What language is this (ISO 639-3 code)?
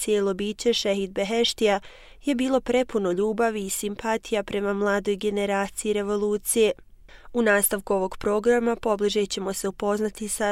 bos